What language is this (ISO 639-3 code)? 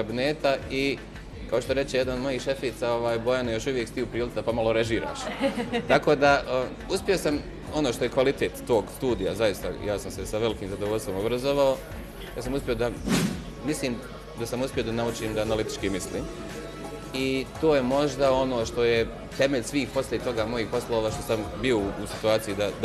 bos